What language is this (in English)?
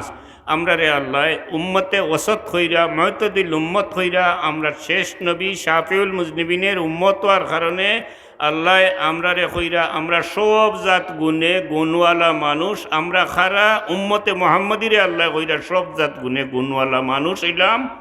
Sylheti